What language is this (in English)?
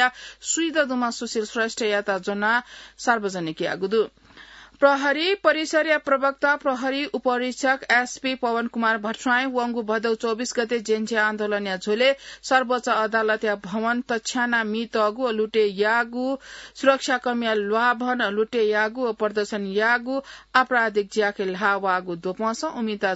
Newari